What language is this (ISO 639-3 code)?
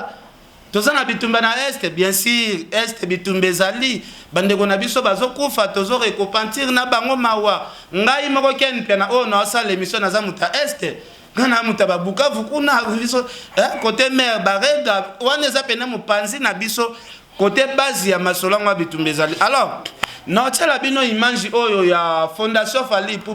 lin